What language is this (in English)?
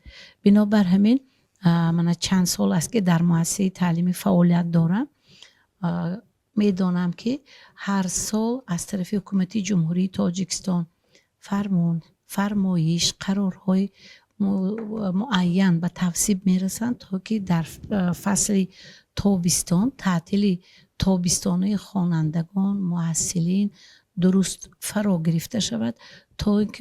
Tajik